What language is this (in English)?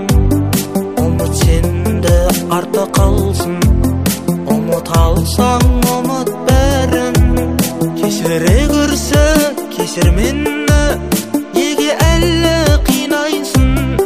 Kazakh